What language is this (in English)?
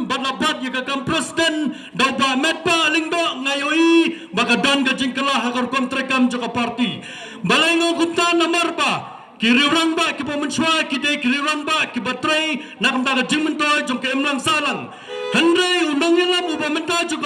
Khasi